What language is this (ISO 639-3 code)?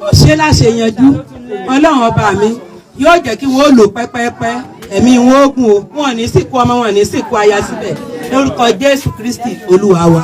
yor